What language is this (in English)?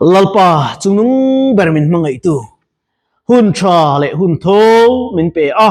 Mizo